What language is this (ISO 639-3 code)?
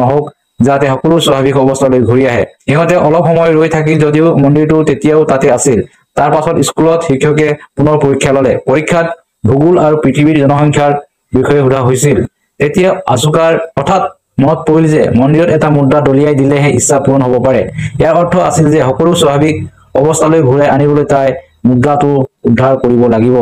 asm